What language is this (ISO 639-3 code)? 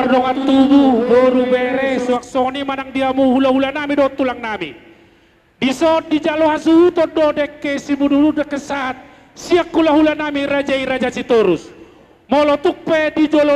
bbc